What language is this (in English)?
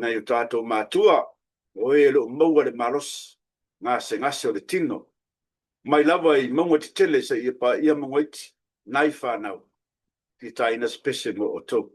Samoan